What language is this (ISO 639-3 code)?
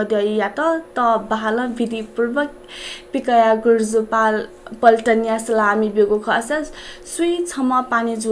new